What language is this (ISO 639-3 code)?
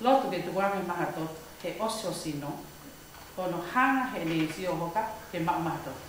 ton